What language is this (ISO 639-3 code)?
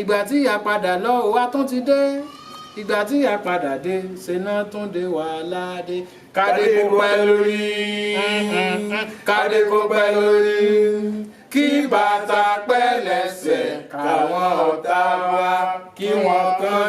yor